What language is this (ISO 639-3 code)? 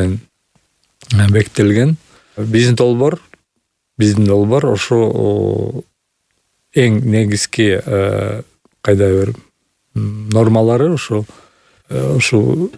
kir